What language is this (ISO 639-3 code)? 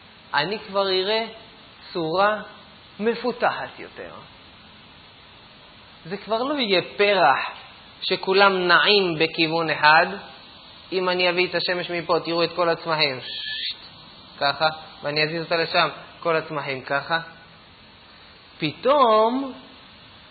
heb